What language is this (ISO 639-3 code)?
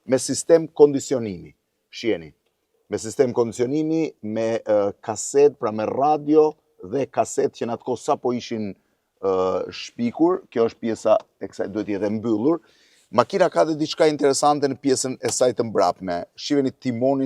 sqi